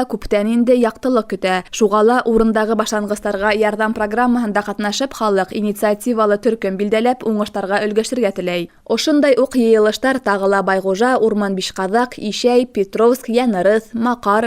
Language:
Bashkir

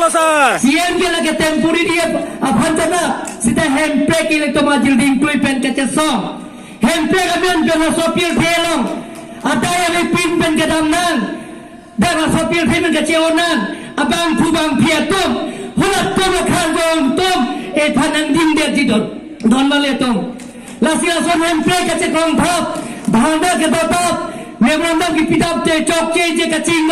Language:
Karbi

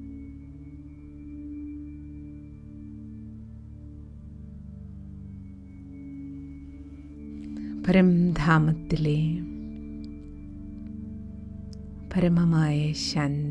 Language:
Malayalam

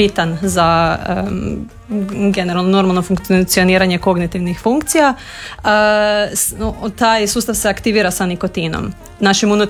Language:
Croatian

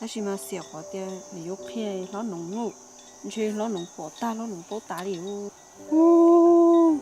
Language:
Hmong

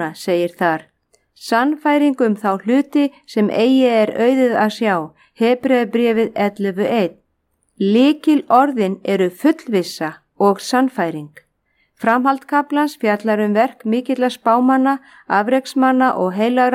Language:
Icelandic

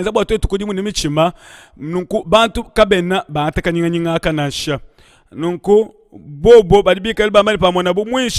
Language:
Luba-Lulua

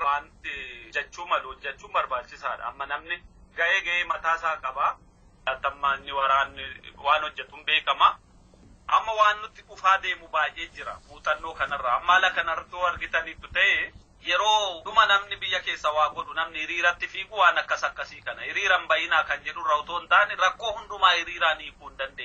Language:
Oromo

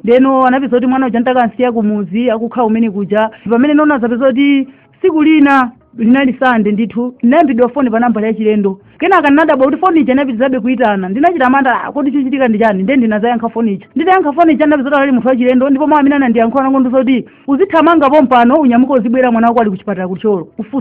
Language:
Nyanja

